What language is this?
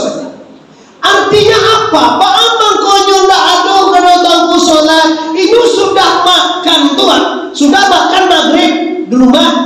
Minangkabau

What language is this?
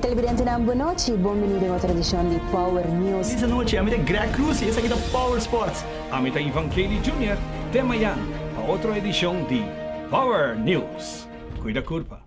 Papiamento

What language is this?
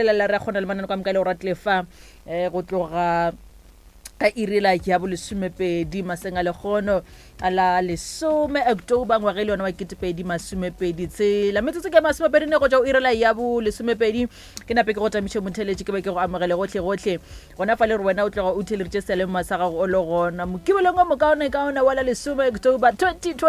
Northern Sotho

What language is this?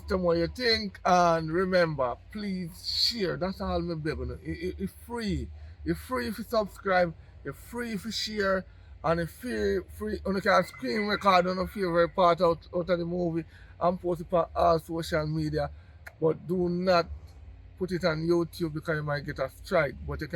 Jamaican Creole English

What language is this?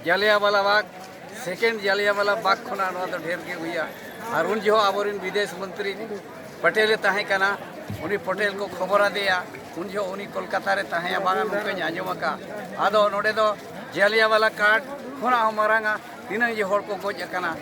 Santali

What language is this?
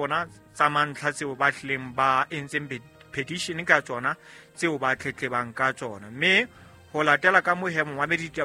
Southern Sotho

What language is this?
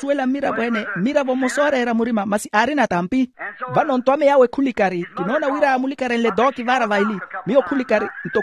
Makhuwa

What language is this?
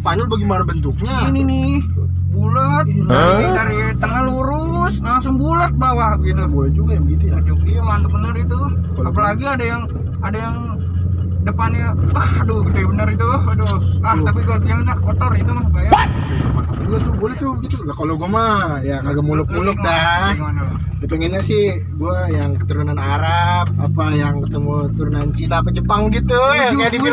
Betawi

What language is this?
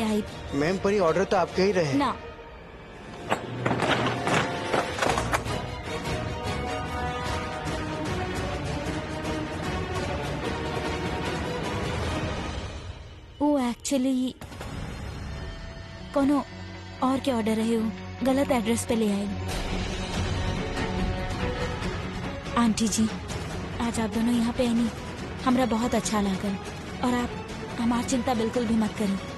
Bhojpuri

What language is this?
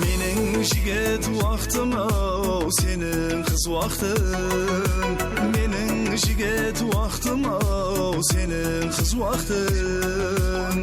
Kara-Kalpak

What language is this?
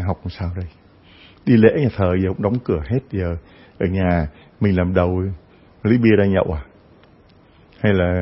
Vietnamese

